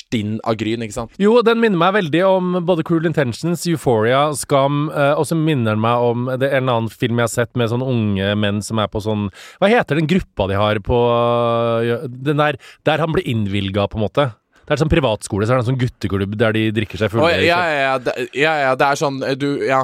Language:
Norwegian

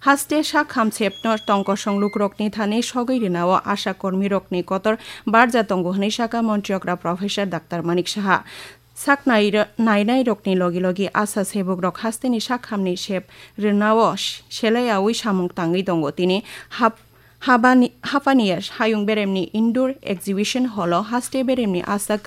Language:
Kok Borok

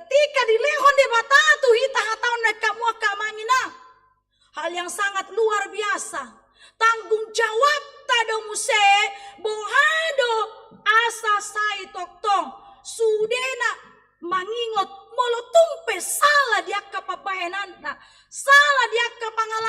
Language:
Batak Toba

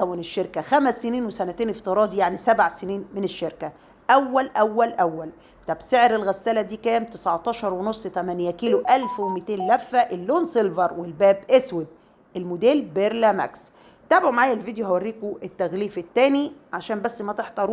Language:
Egyptian Arabic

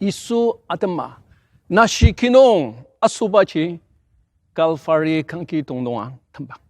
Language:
Ao Naga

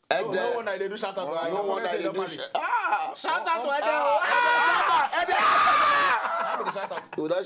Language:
Nigerian Pidgin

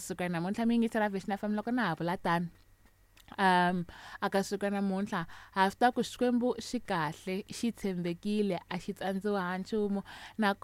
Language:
Tsonga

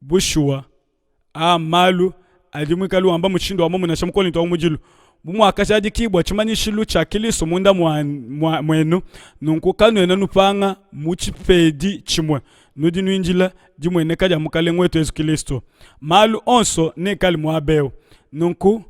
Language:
Luba-Lulua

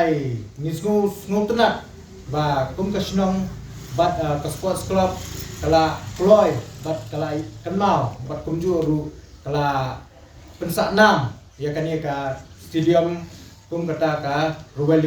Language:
Khasi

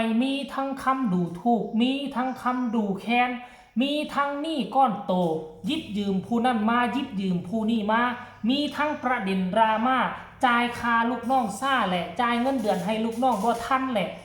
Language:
Northeastern Thai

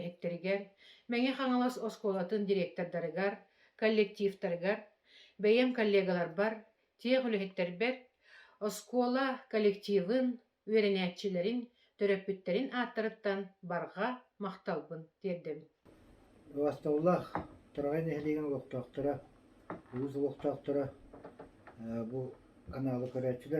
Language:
Yakut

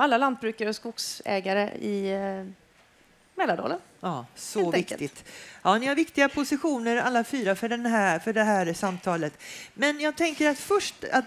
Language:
Swedish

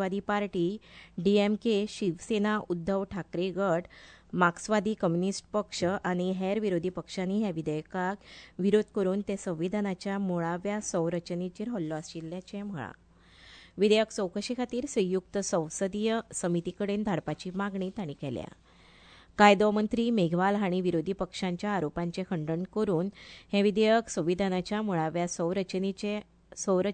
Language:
Konkani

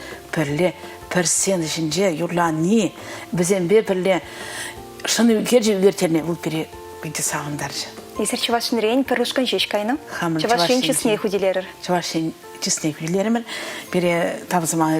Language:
Chuvash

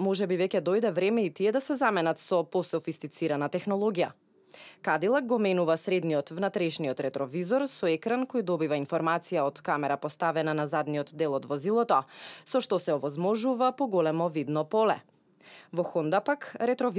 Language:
Macedonian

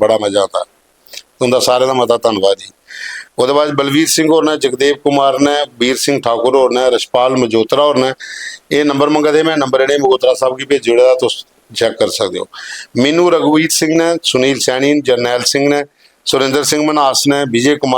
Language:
Dogri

